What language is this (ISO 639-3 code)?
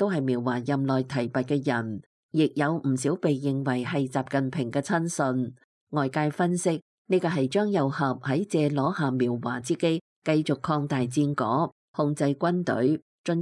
yue